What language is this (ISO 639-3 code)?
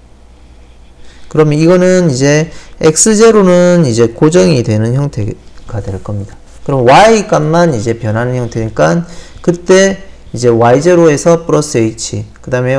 kor